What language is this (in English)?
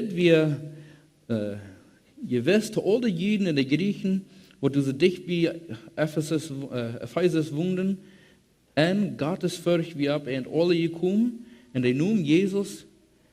Plautdietsch